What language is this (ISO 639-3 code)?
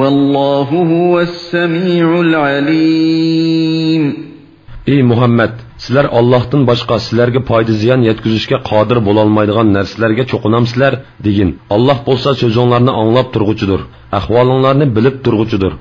uig